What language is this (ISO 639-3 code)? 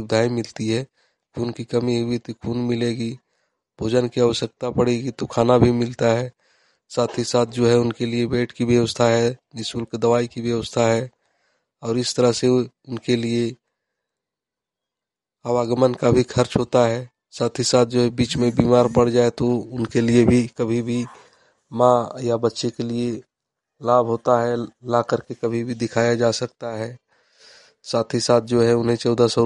hin